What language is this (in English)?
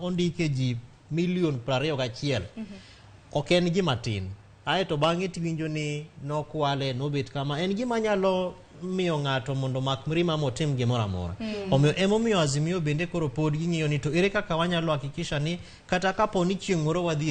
Luo (Kenya and Tanzania)